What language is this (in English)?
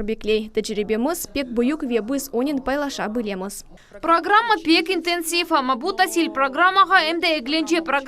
Crimean Tatar